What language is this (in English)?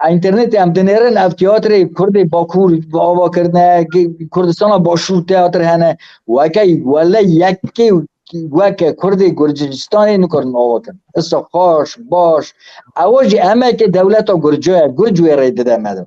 Kurdish